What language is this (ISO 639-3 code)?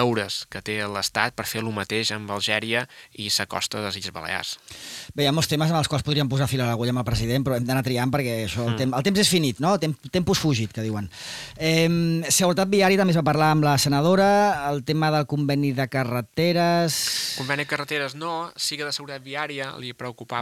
cat